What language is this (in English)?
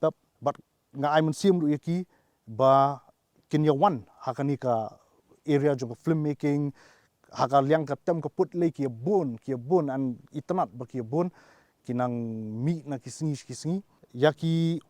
Khasi